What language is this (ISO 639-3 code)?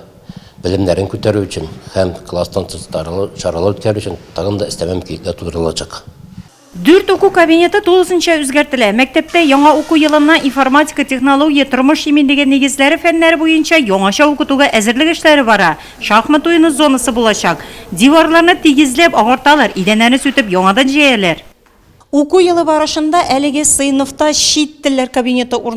tat